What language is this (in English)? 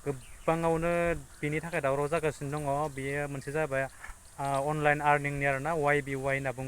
Bodo